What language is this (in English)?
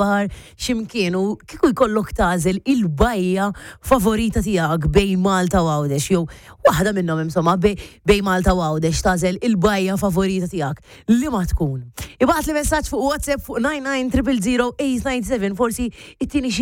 Maltese